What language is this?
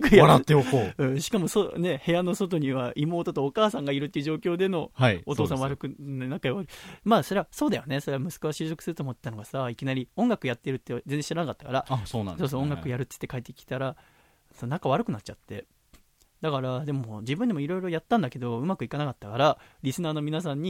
Japanese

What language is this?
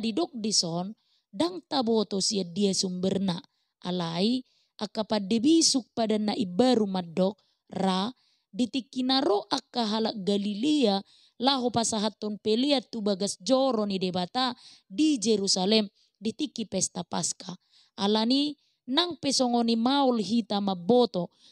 Batak Toba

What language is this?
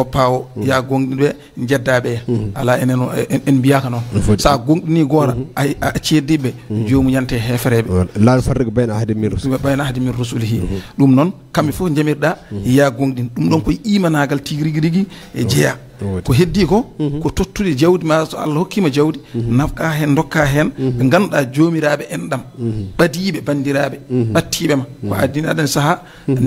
Fula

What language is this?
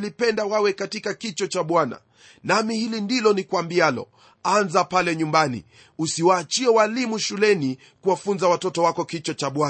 Swahili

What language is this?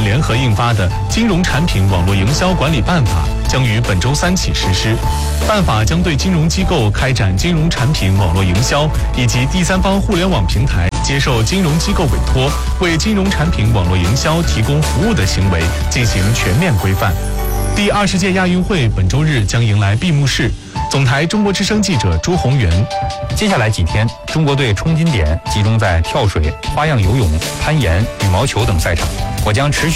Chinese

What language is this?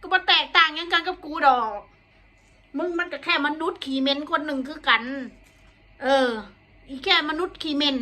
Northeastern Thai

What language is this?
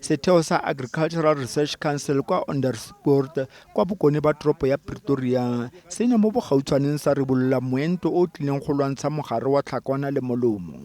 Tswana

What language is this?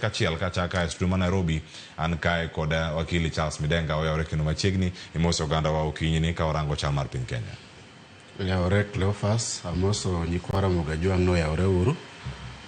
Luo (Kenya and Tanzania)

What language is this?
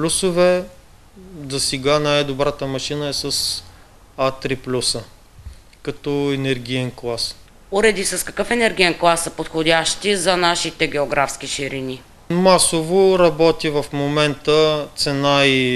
Bulgarian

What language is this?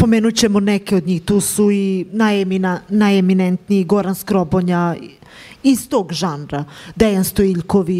Serbian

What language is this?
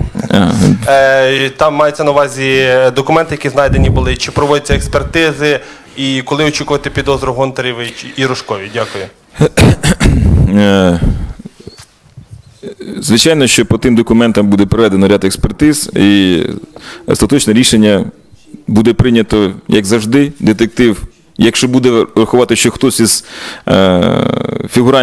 Ukrainian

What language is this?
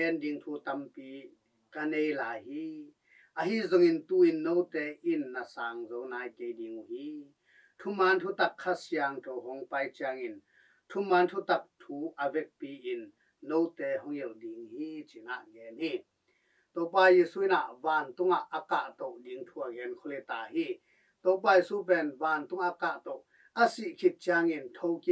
Tedim Chin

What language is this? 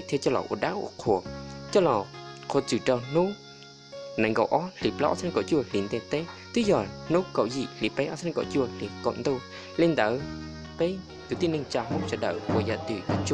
Hmong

